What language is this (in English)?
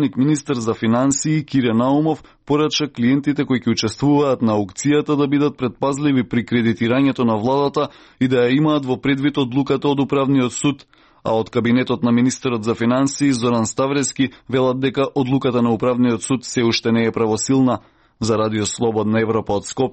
Macedonian